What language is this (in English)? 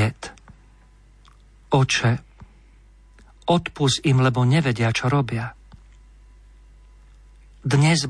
Slovak